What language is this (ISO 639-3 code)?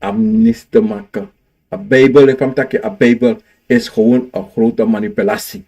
srn